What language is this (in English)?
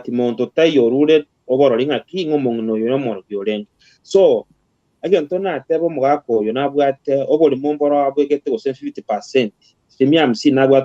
Gusii